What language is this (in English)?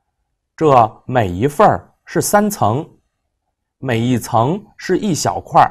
Chinese